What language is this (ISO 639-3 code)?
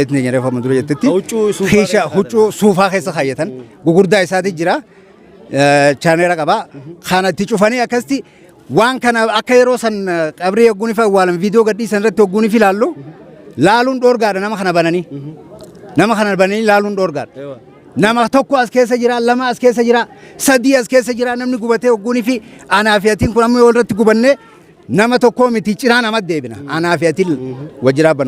orm